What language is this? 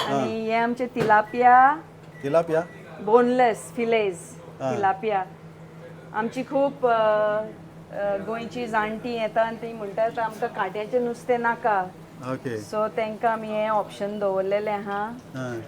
Konkani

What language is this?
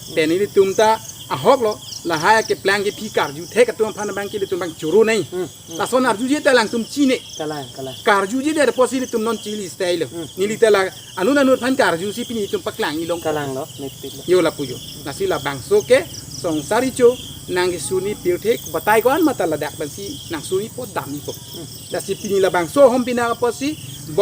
Karbi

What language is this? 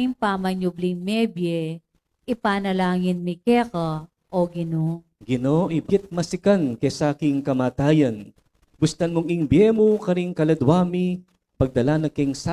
Pampanga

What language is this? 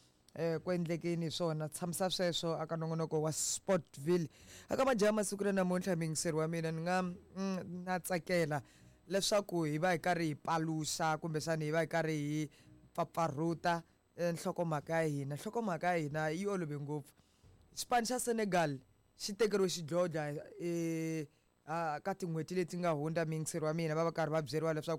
Tsonga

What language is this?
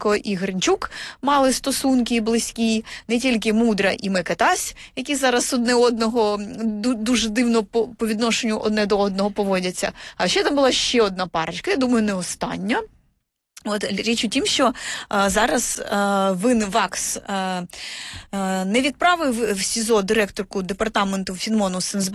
Ukrainian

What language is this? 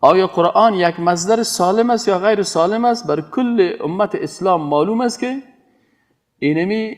Persian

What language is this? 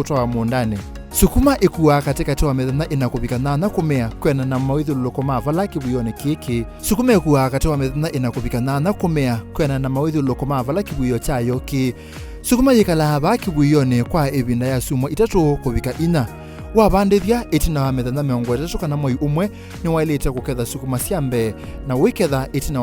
Kamba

